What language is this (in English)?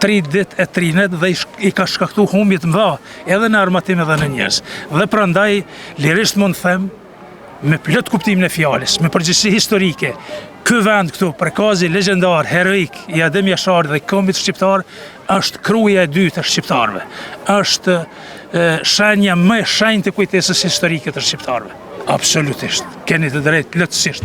Albanian